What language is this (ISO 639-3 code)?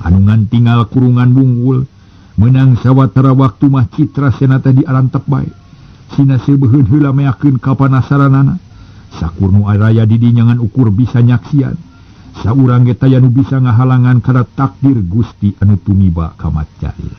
sun